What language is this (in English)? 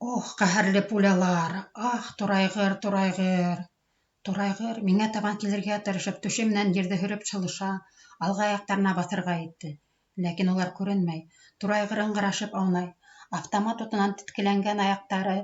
Bashkir